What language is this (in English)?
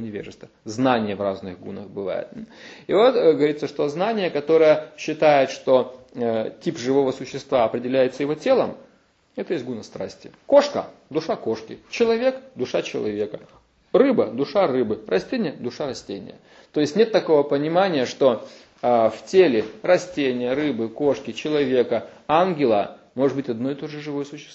Russian